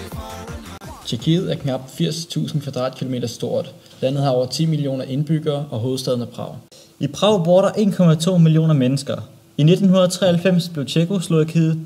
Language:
Danish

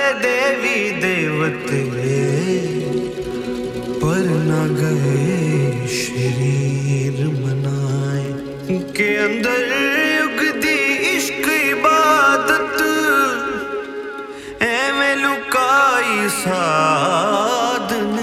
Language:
Punjabi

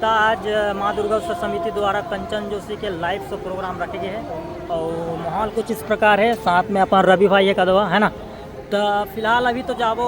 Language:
Chhattisgarhi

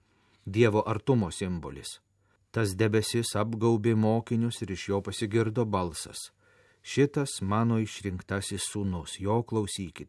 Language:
Lithuanian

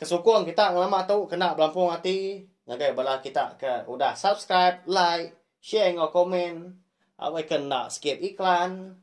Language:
Iban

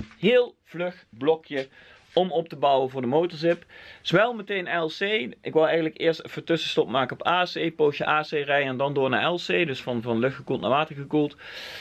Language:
Dutch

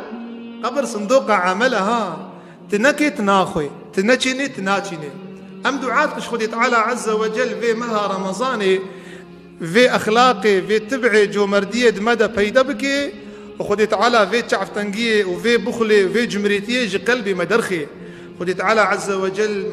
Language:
Kurdish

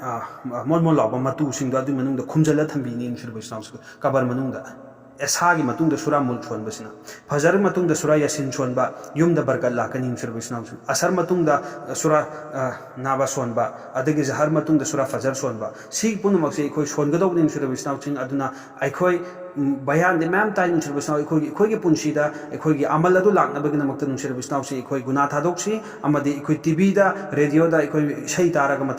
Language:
Manipuri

